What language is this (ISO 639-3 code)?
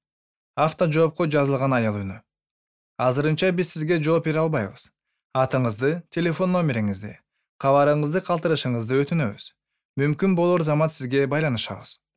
kir